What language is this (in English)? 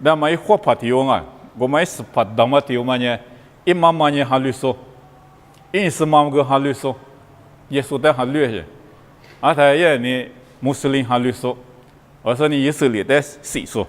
Lisu